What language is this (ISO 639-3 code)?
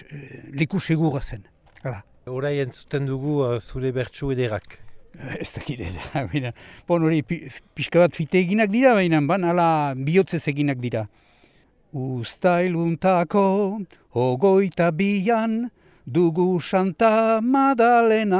eus